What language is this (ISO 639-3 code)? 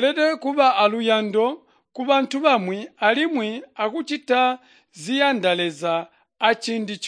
toi